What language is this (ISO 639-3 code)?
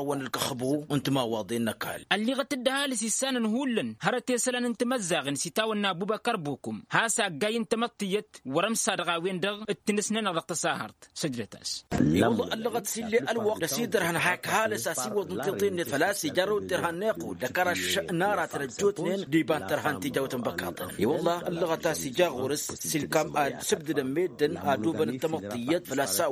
taq